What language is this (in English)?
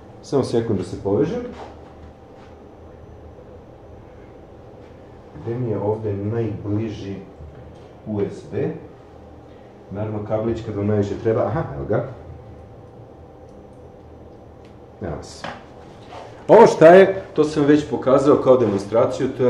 Serbian